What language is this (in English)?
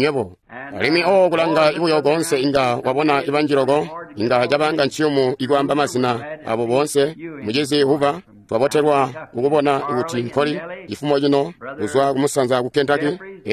Tonga (Zambia)